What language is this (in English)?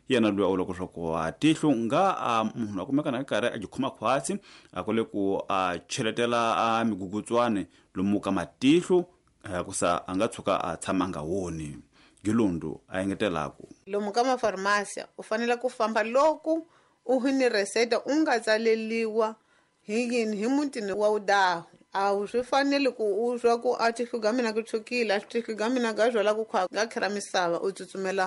Tsonga